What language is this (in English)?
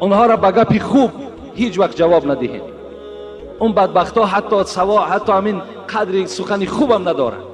Tajik